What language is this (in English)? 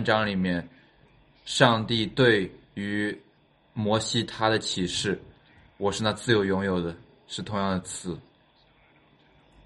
Chinese